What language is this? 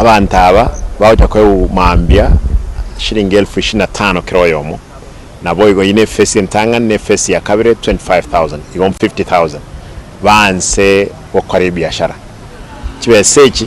Gusii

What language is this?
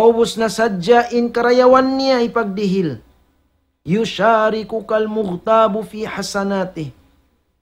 Tausug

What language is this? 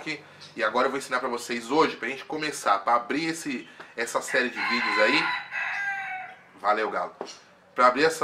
Portuguese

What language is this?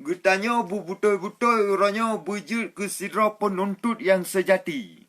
Achinese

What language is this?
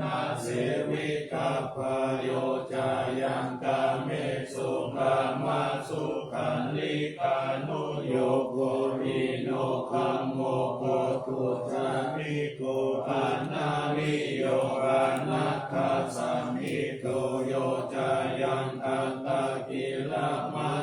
Pali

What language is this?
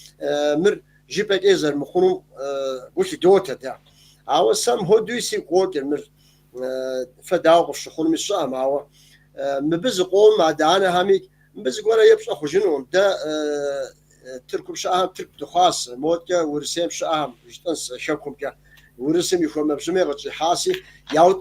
Kabardian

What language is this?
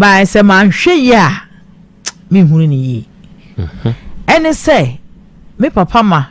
Akan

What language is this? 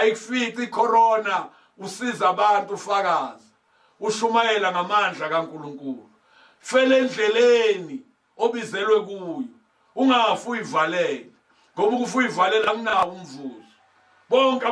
Zulu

